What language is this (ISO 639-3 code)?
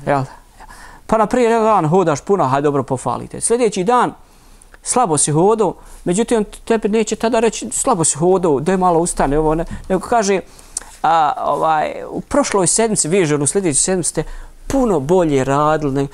bos